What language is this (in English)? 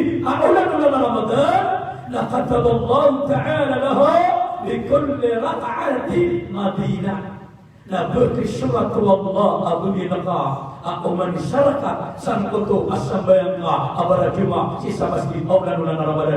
Maranao